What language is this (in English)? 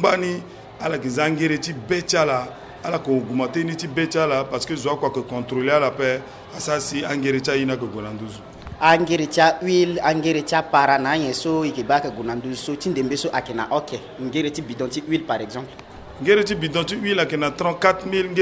Sango